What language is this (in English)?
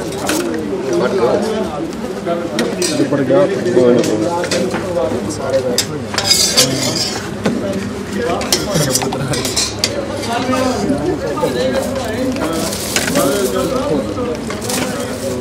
Punjabi